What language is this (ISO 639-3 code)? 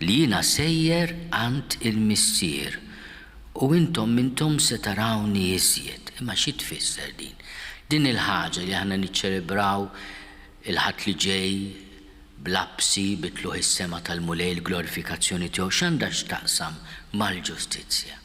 mlt